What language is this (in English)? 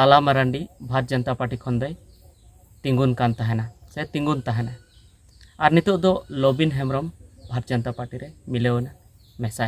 Santali